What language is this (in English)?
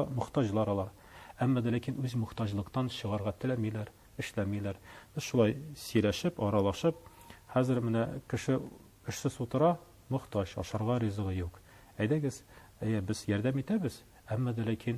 Tatar